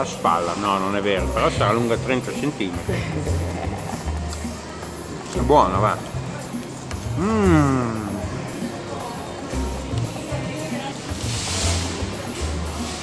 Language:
Italian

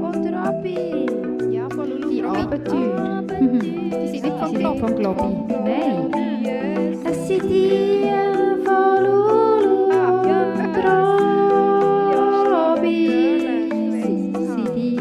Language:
Swiss German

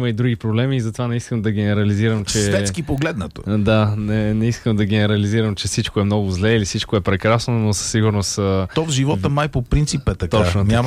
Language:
Bulgarian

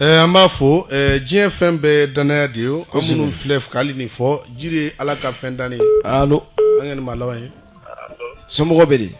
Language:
Bambara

